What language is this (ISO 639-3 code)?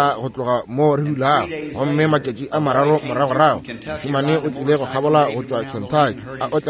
nso